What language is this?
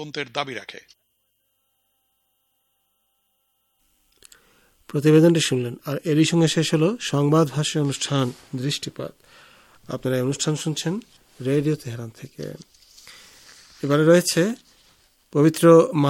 Bangla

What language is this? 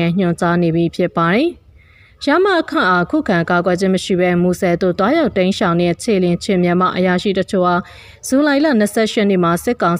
Burmese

